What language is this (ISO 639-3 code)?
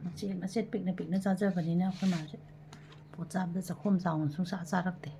mni